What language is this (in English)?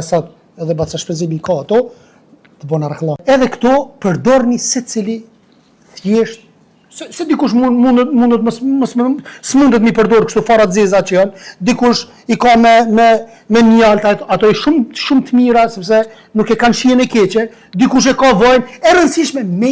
Albanian